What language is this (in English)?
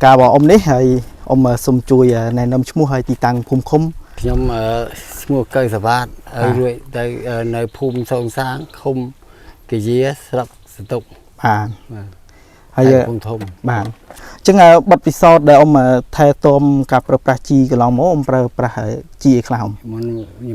Khmer